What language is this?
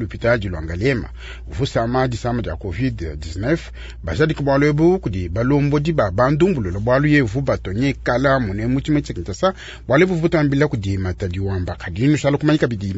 Luba-Lulua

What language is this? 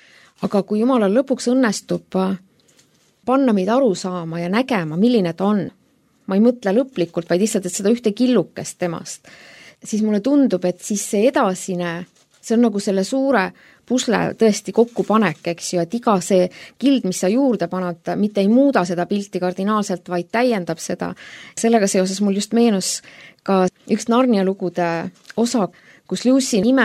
Estonian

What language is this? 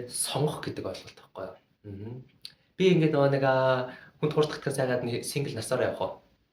Mongolian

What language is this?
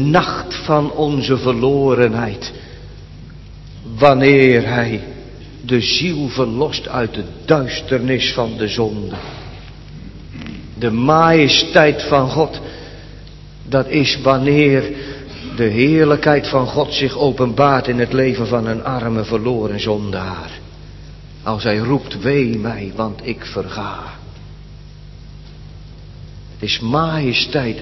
Dutch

